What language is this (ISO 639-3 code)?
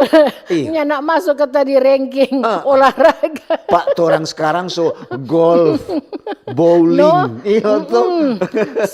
xmm